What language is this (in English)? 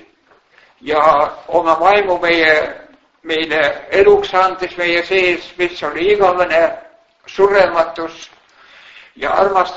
Estonian